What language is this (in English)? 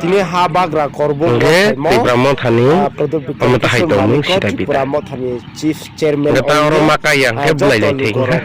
Riang (India)